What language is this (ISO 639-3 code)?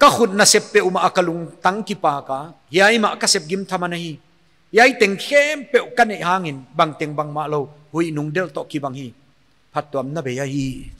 pck